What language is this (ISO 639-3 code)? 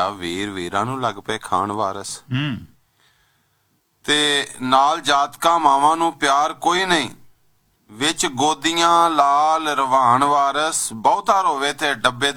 pan